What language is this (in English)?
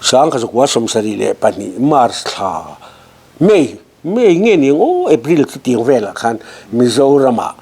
Mizo